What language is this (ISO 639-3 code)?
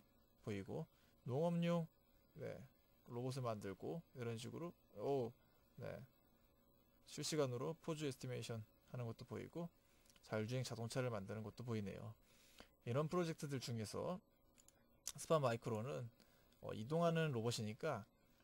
kor